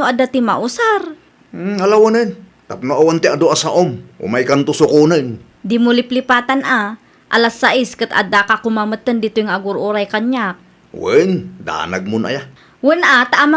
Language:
Iloko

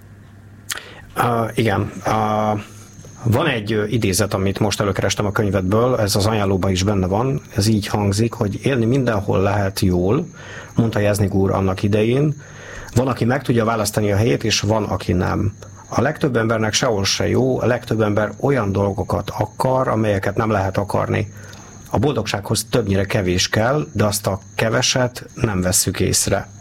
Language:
Hungarian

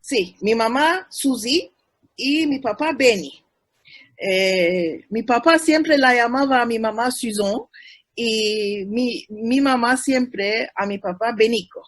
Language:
Ladino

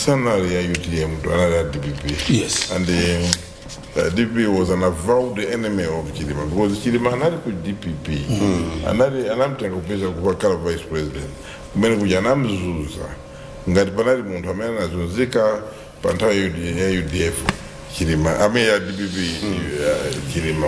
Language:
Nyanja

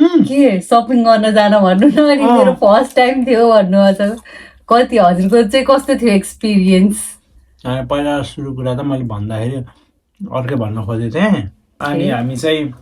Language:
Nepali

